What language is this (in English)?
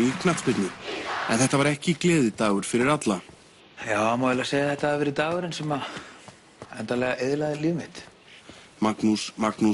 Icelandic